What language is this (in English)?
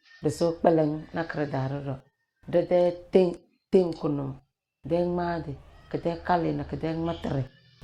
Tem